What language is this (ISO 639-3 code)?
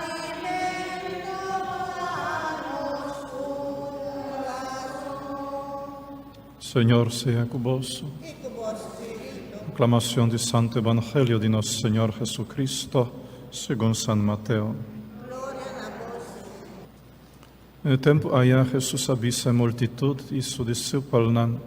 pap